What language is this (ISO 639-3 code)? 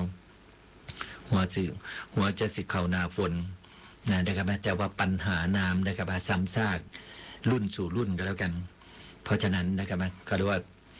tha